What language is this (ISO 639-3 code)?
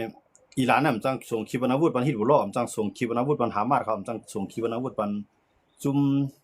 shn